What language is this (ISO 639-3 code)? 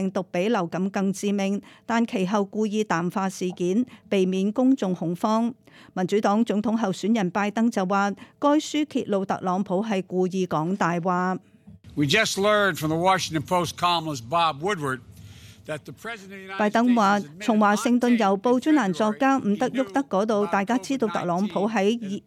yue